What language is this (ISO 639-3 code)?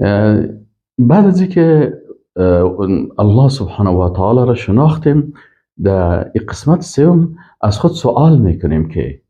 fas